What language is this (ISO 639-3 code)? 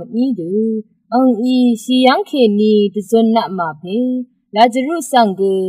raw